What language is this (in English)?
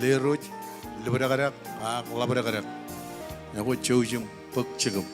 Marshallese